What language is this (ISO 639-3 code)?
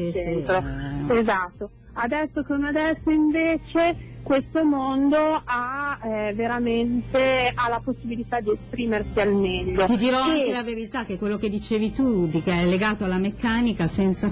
ita